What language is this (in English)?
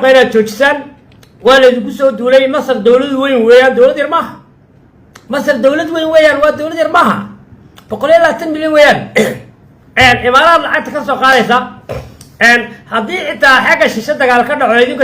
Somali